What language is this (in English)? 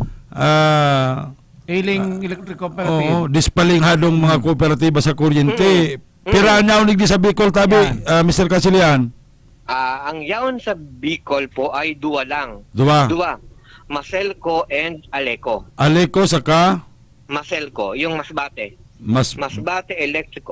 Bikol